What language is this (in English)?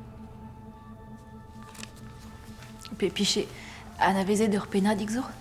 Breton